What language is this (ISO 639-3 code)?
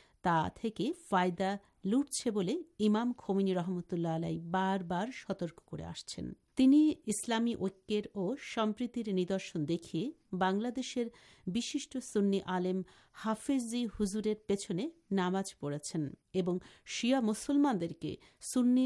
ben